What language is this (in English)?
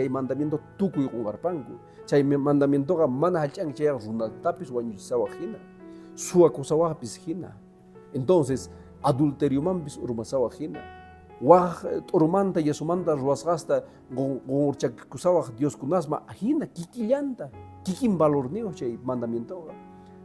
Quechua